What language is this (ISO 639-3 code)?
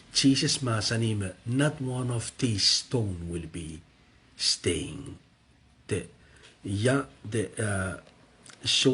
pon